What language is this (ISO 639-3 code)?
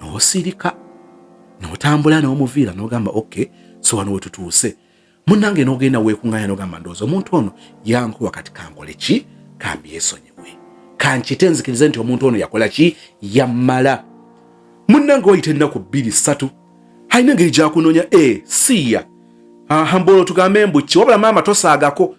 lug